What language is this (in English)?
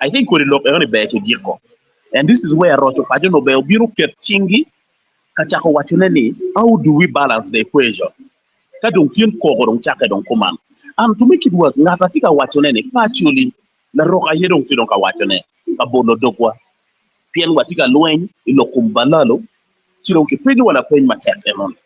Acoli